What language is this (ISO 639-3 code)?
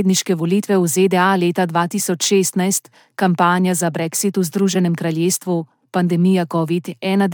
slv